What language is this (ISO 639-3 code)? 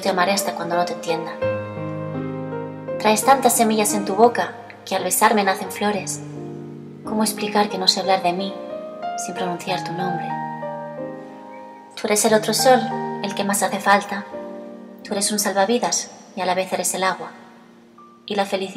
spa